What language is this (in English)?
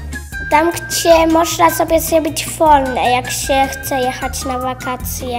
Polish